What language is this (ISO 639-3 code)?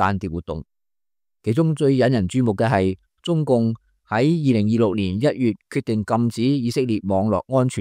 yue